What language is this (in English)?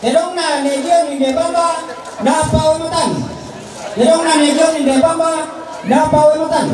Toraja-Sa'dan